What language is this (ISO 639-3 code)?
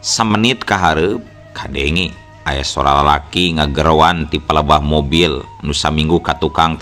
sun